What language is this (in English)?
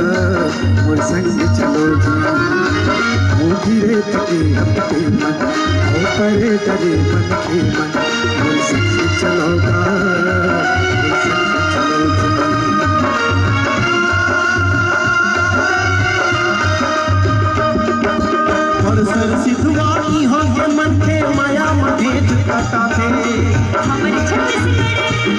Chhattisgarhi